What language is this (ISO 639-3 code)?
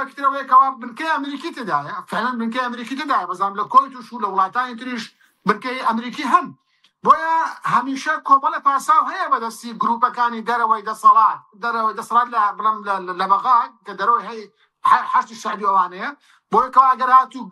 ckb